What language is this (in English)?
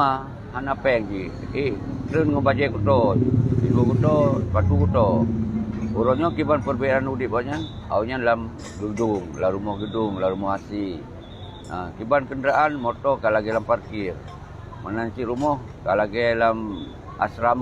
Achinese